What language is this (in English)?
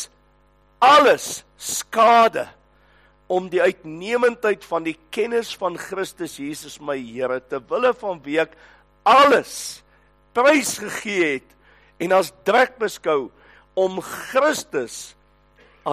Afrikaans